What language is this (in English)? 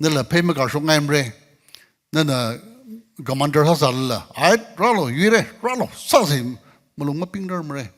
Tangkhul Naga (India)